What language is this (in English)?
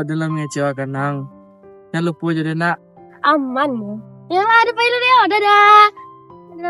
Minangkabau